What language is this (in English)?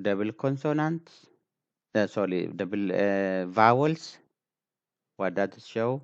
English